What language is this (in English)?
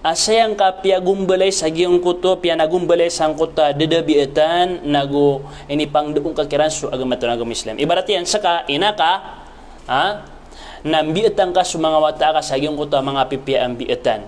Maranao